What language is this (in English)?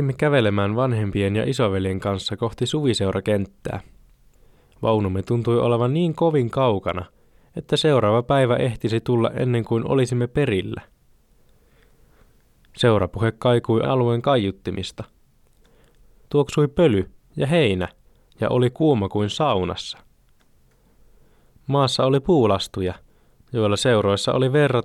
Finnish